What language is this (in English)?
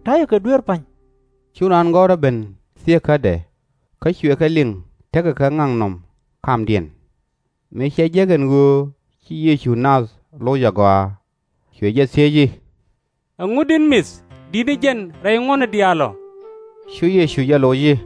Nuer